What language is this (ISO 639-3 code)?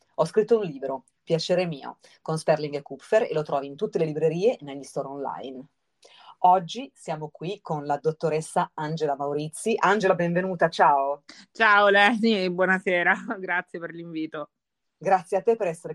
ita